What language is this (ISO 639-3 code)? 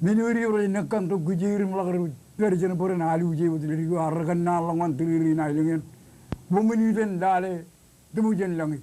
mah